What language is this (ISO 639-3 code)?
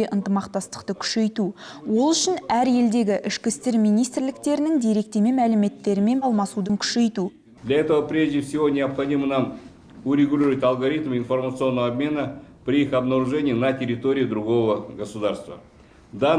kaz